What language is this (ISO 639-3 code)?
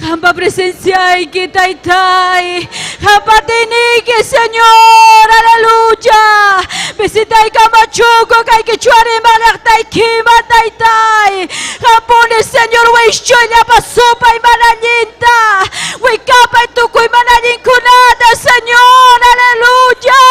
quy